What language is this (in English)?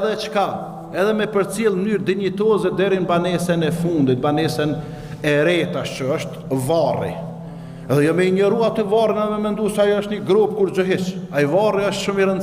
Albanian